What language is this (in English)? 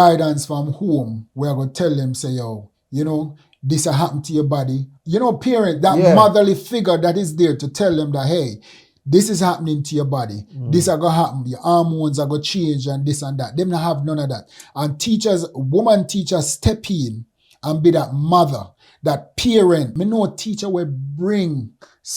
Jamaican Creole English